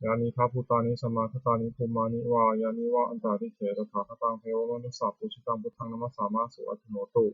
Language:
Pali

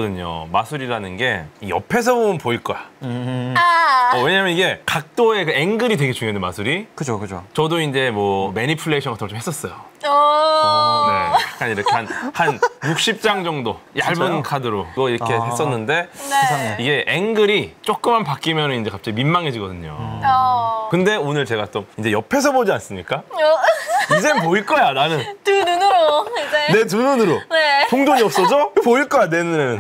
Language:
Korean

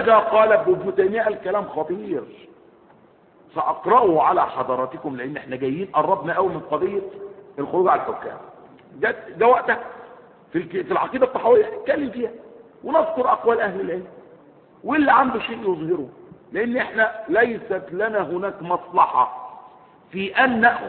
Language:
Arabic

